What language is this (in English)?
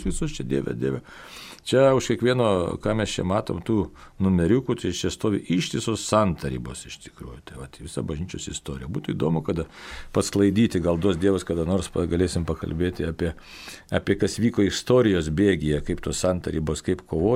Lithuanian